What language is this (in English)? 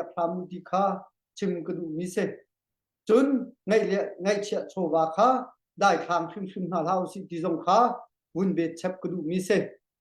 Hakha Chin